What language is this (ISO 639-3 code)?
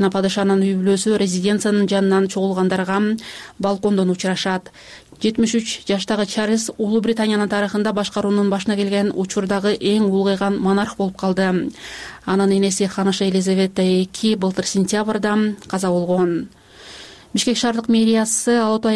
kir